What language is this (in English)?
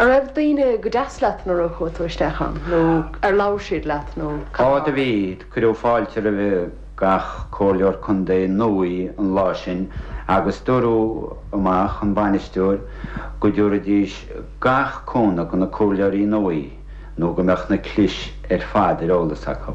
Irish